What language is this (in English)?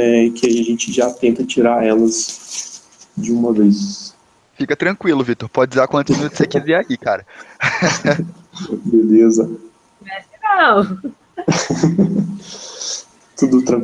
Portuguese